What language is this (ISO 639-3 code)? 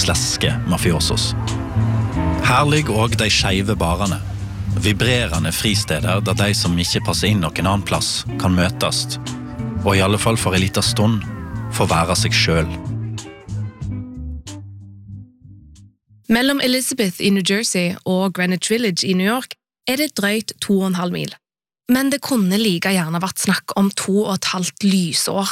nor